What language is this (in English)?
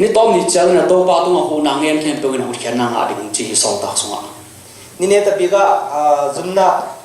Tedim Chin